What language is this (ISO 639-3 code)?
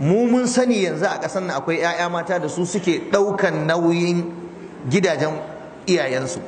hau